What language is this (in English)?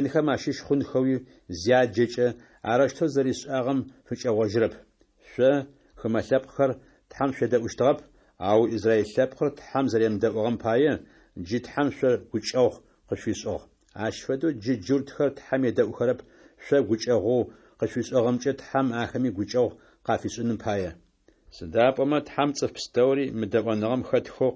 Adyghe